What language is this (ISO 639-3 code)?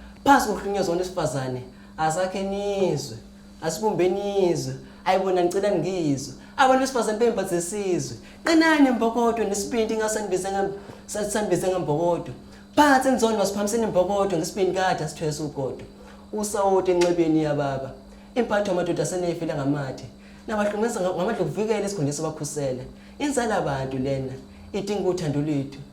zul